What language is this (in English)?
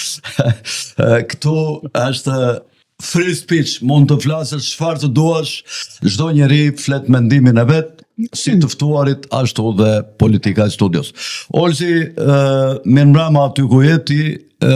Albanian